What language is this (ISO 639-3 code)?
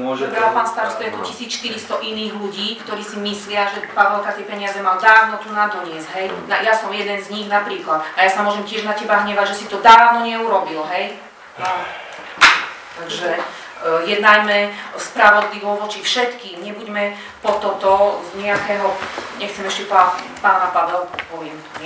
slk